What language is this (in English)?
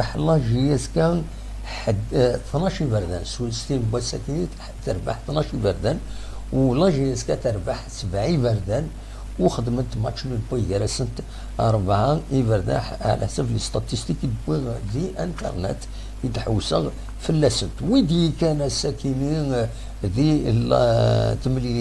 Kabyle